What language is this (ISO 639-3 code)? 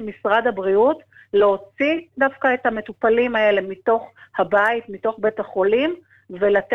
heb